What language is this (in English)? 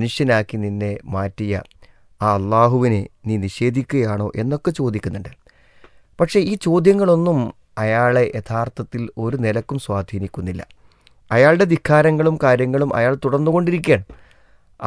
Malayalam